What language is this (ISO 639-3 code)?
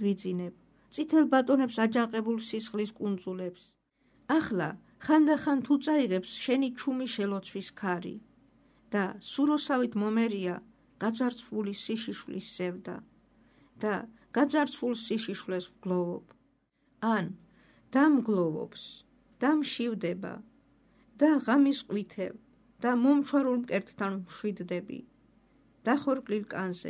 kat